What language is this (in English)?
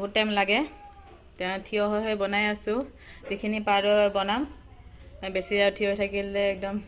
Assamese